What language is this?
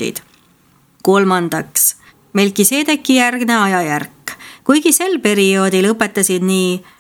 Estonian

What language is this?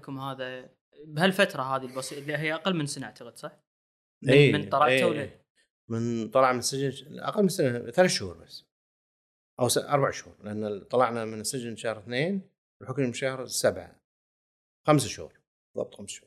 Gulf Arabic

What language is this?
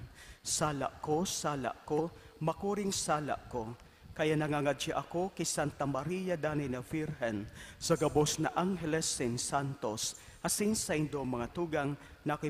Bikol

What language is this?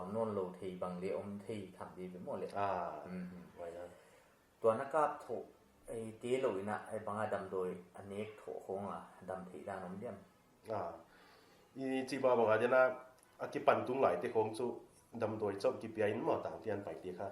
Paite Chin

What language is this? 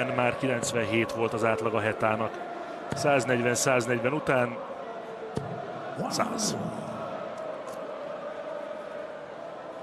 Hungarian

